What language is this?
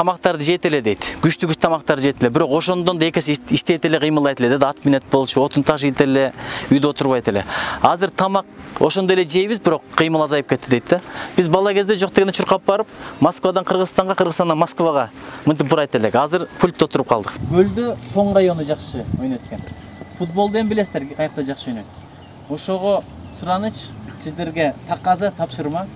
Kyrgyz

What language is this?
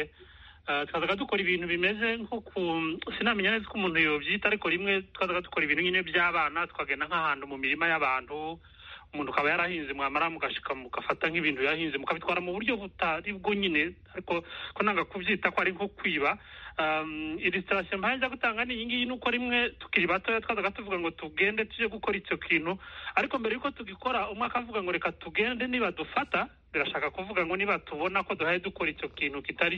Kinyarwanda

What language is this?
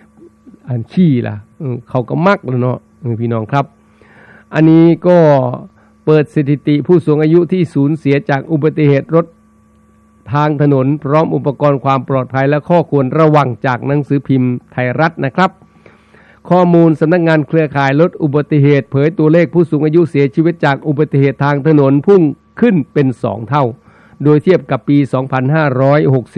Thai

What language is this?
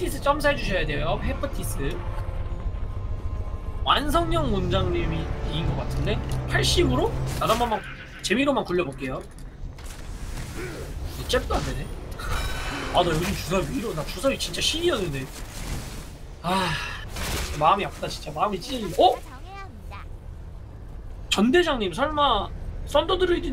Korean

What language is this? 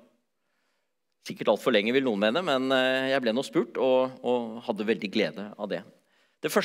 Norwegian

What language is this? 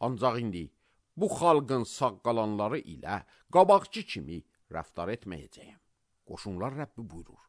Azerbaijani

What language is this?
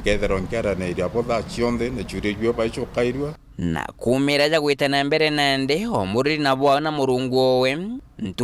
Meru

